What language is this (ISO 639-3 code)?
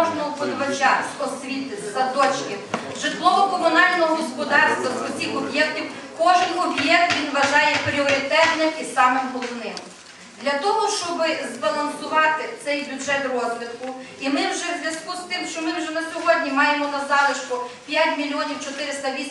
ukr